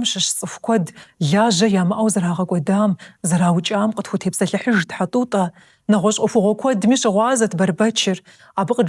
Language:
Kabardian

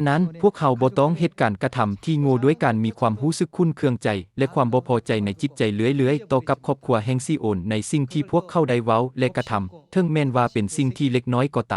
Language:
Lao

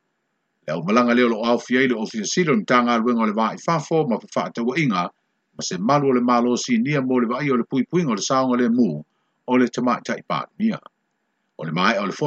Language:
Samoan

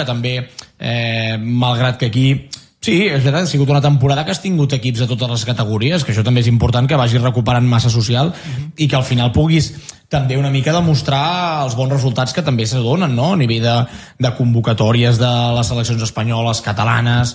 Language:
Catalan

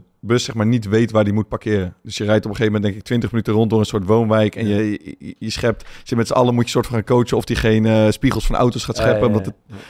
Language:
Dutch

